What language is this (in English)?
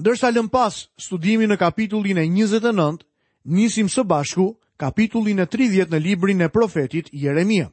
Albanian